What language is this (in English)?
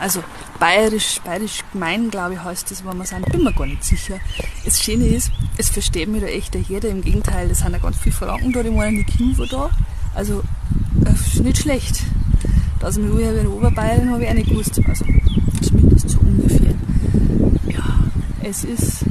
Bavarian